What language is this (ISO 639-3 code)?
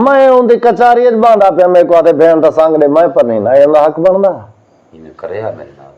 skr